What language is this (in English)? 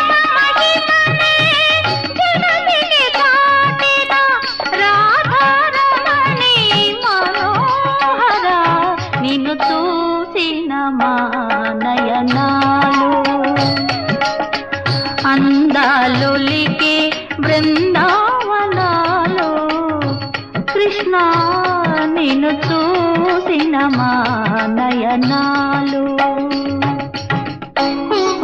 Telugu